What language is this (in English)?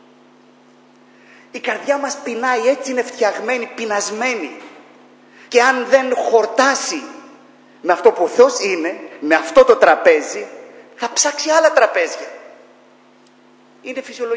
Greek